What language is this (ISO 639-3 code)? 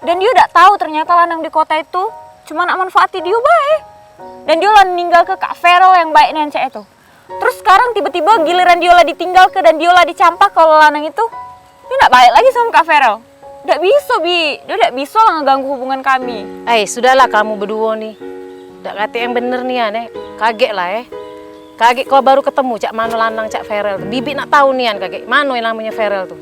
mui